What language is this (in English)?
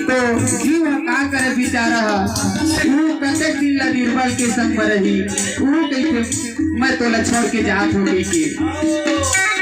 Chhattisgarhi